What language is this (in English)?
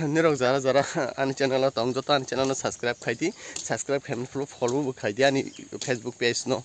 Kok Borok